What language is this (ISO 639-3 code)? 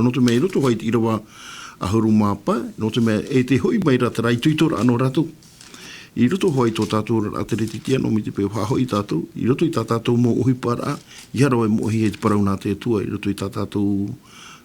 tah